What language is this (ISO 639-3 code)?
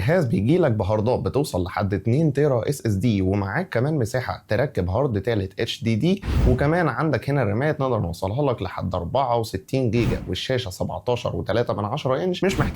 arz